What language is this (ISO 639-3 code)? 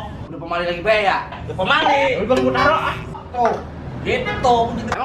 bew